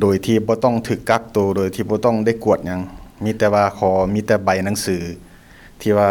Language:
Lao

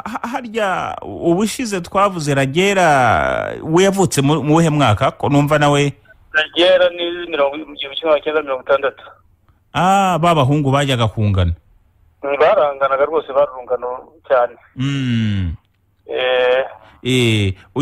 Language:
Kinyarwanda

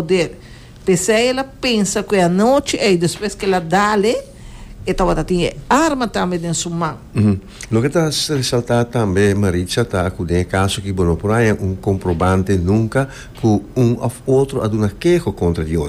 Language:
Papiamento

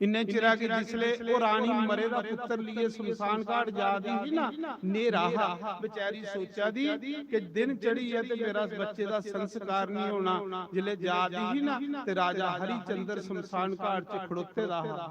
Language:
Dogri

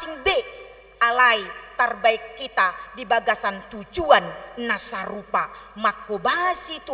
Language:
Batak Toba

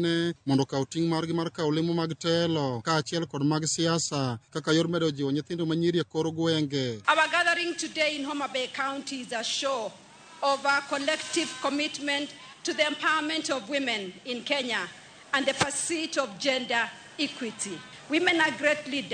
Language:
Luo (Kenya and Tanzania)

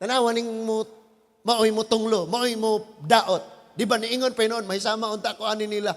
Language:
Cebuano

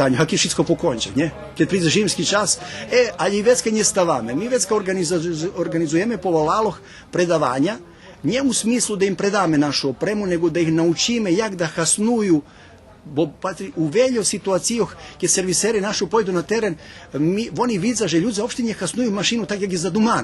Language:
Rusyn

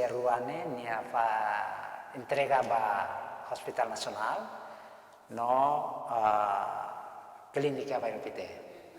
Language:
Tetum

